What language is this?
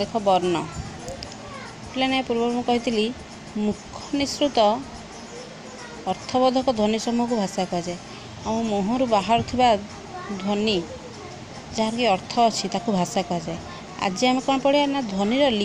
Odia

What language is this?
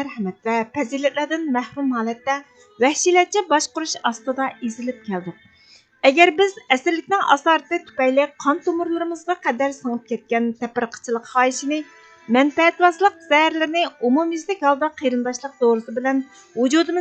Uyghur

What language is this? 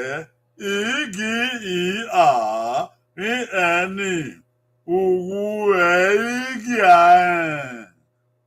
Bini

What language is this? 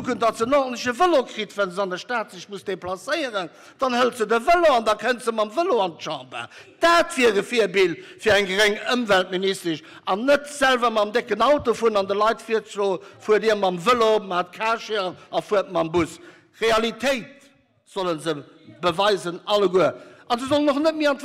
Luxembourgish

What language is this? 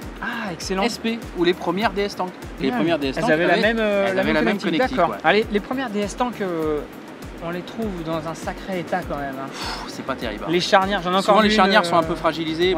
French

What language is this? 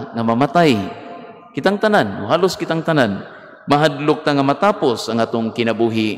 Cebuano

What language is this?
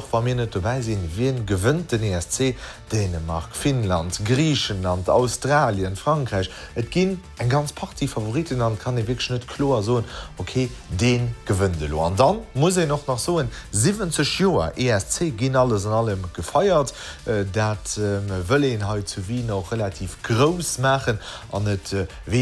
Luxembourgish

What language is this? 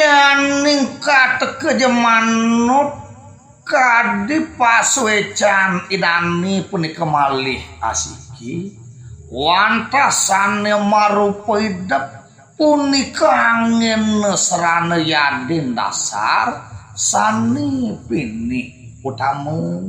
Balinese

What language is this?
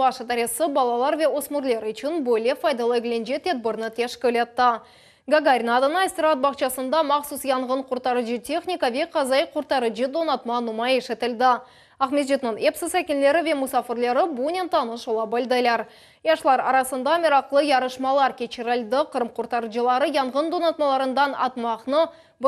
Crimean Tatar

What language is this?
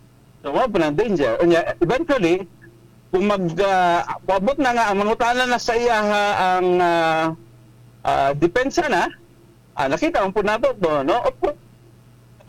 Cebuano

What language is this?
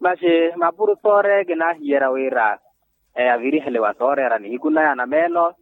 Makhuwa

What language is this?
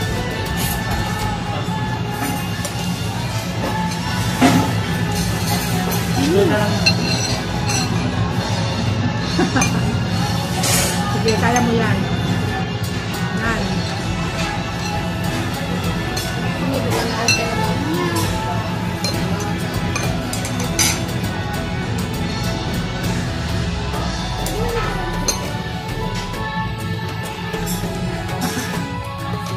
Filipino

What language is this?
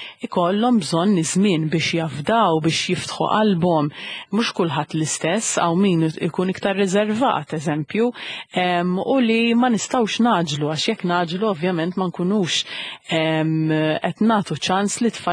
Maltese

